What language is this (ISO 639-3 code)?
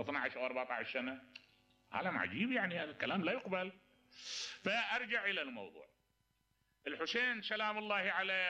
acm